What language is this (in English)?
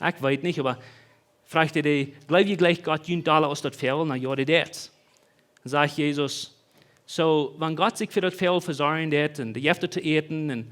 Plautdietsch